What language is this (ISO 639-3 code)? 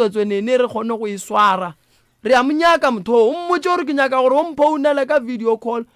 nso